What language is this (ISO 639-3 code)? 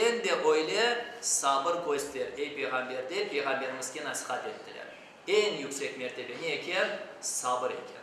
crh